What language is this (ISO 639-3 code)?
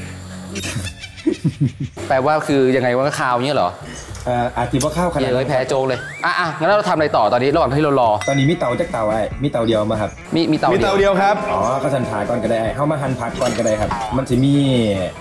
tha